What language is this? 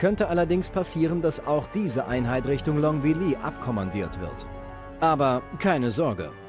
Bavarian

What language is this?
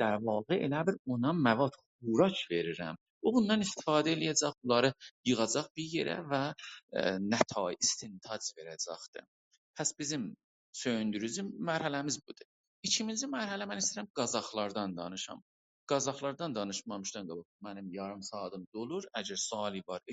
South Azerbaijani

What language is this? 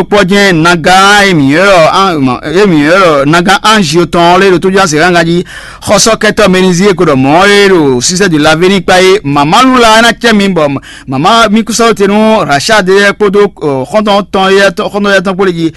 Fon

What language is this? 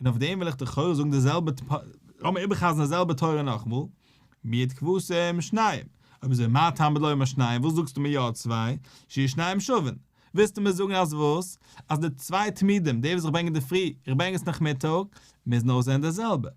Yiddish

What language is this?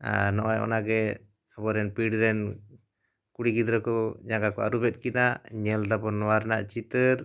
Santali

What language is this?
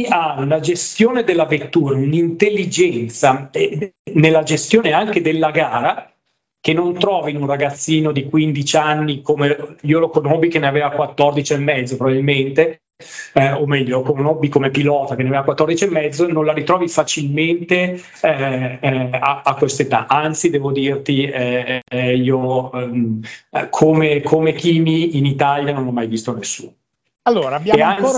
Italian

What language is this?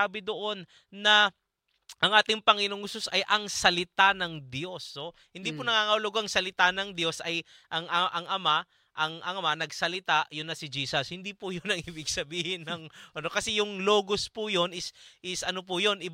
Filipino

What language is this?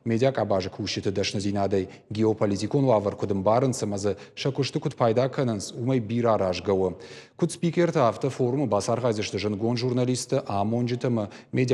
Ossetic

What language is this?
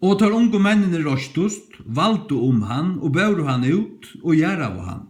Faroese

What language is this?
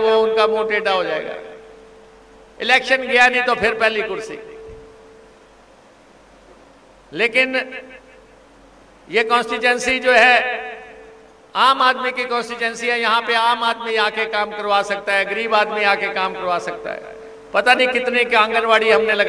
Hindi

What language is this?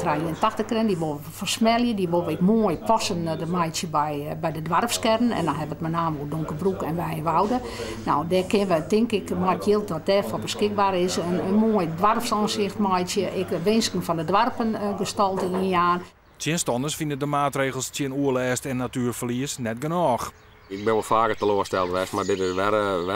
Western Frisian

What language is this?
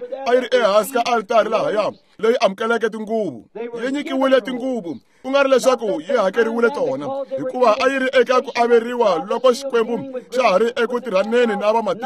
Tsonga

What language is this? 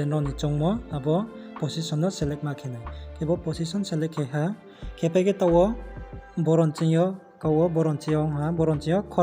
Riang (India)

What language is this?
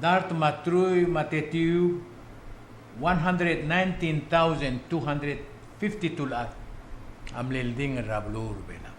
Palauan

